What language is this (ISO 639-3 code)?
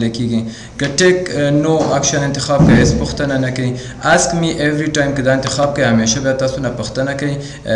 pus